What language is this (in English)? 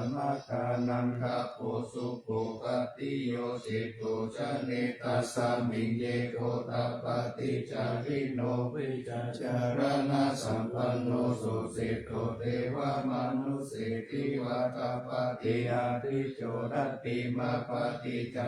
Pali